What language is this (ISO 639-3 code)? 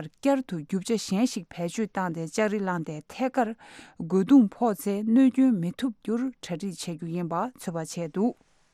bod